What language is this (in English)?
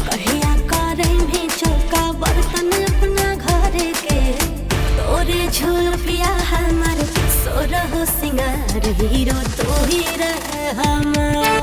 Magahi